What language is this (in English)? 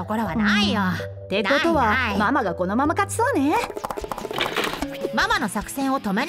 Japanese